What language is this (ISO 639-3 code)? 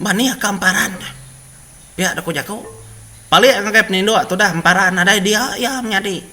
iba